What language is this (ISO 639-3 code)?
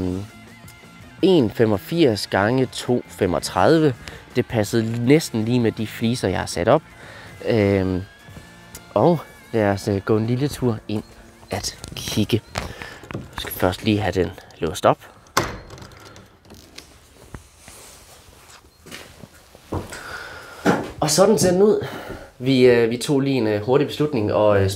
dan